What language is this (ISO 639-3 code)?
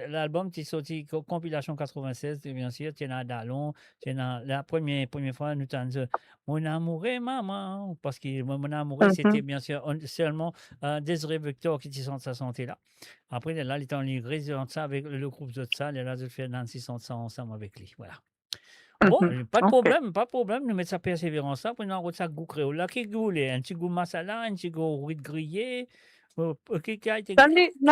mfe